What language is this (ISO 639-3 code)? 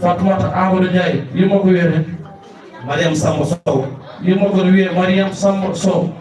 ful